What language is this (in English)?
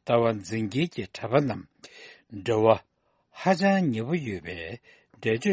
Tibetan